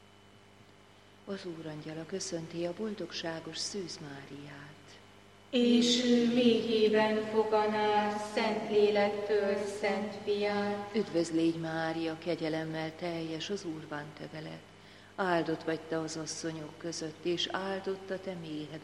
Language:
Hungarian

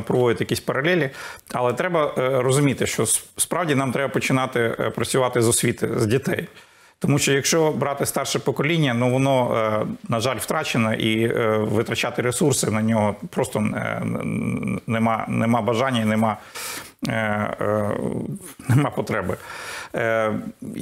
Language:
Ukrainian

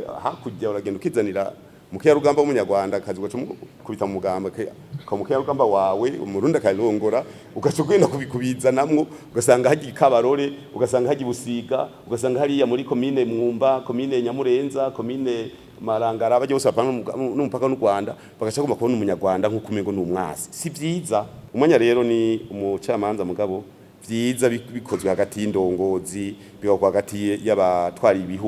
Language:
Rundi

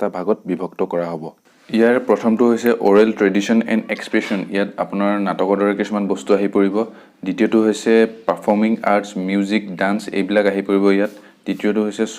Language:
Assamese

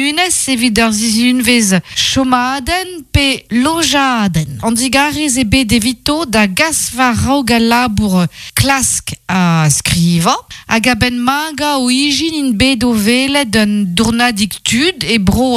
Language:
Breton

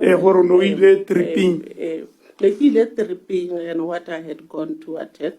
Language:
Tswana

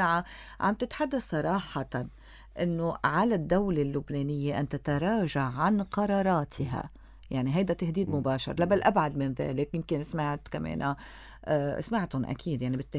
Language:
North Levantine Arabic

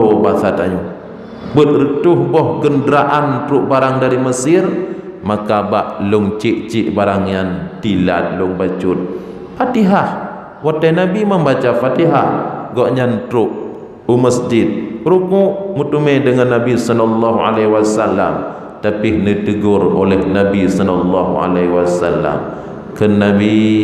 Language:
Achinese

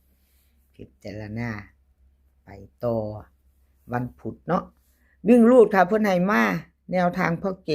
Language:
Northeastern Thai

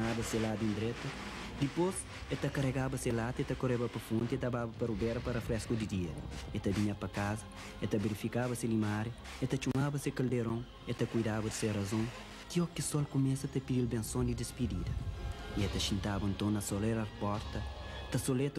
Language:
Kabuverdianu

